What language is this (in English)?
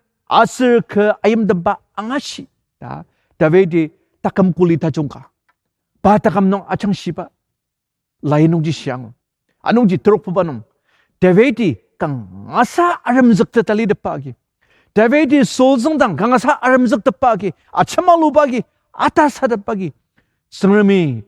Ao Naga